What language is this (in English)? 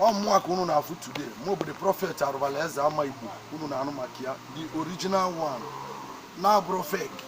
Igbo